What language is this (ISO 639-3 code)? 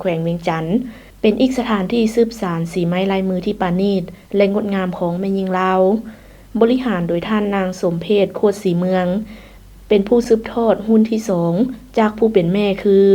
lao